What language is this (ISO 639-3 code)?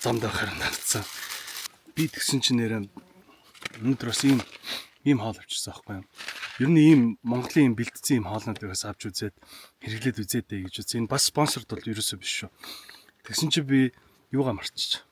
mon